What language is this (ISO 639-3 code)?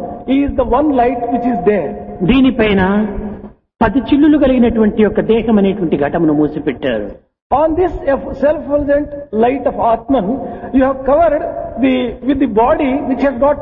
tel